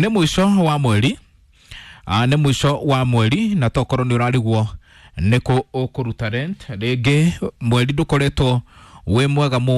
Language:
Kikuyu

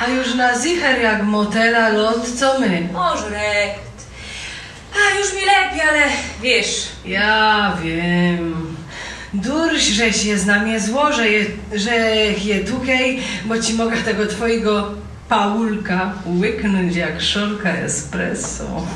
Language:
Silesian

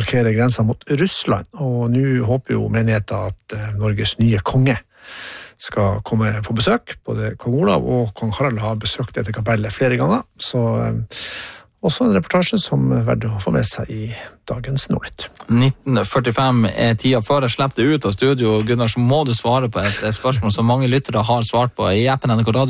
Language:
Norwegian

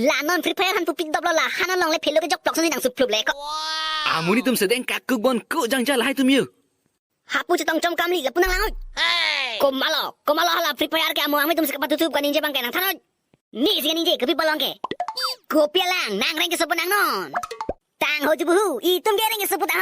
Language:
Karbi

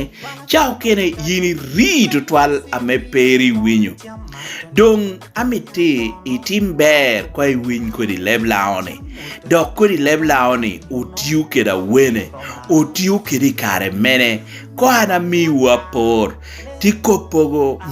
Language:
Lango (Uganda)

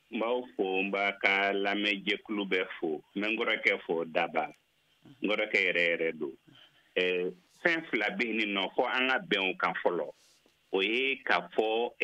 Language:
Bambara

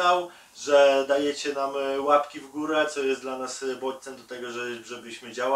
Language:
Polish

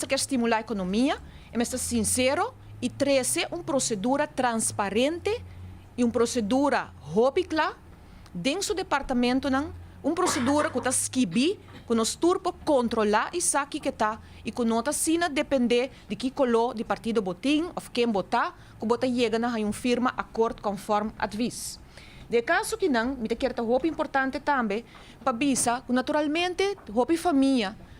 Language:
Papiamento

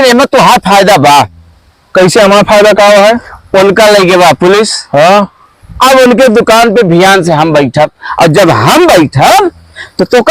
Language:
Awadhi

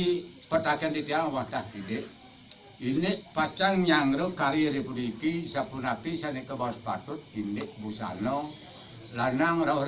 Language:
Balinese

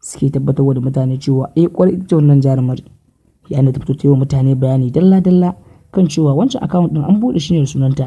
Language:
Hausa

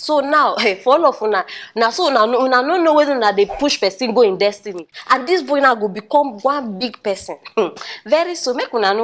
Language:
Nigerian Pidgin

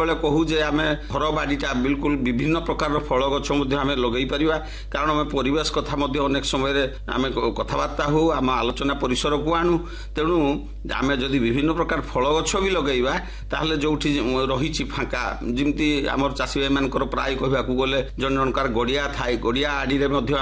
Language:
Odia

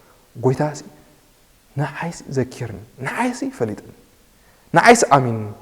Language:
Tigrinya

